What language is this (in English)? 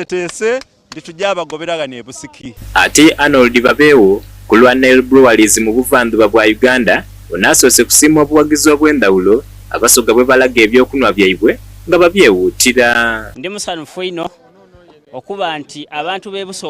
Soga